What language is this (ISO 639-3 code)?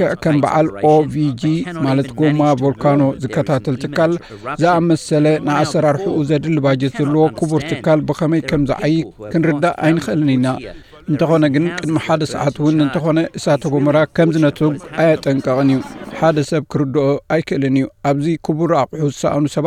tir